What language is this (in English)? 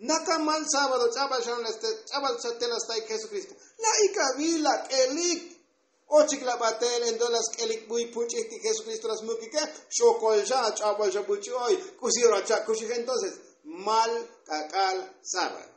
Tzotzil